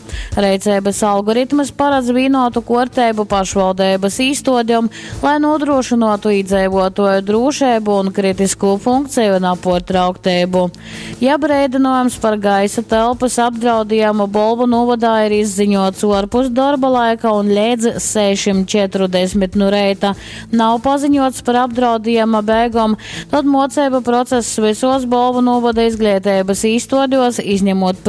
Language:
Latgalian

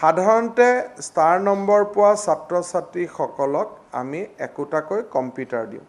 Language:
Assamese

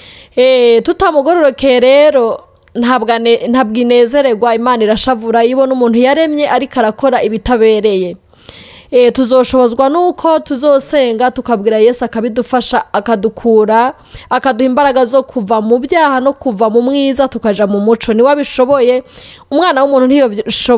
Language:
Rundi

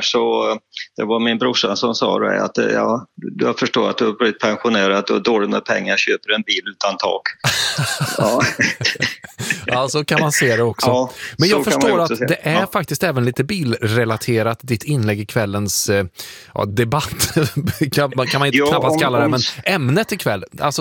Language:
Swedish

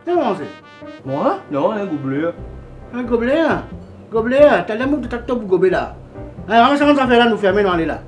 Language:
Morisyen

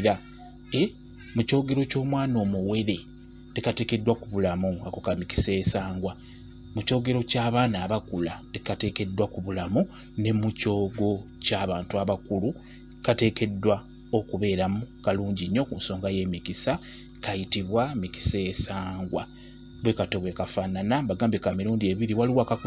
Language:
Ganda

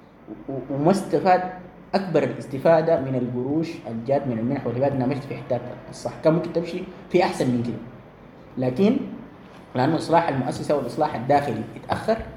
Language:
Sudanese Arabic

